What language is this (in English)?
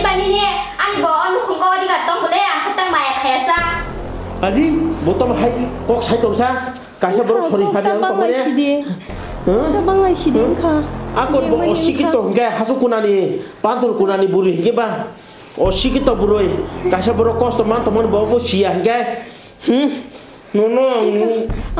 Kok Borok